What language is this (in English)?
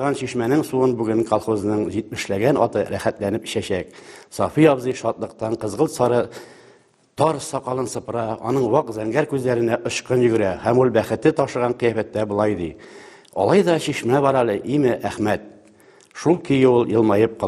Tatar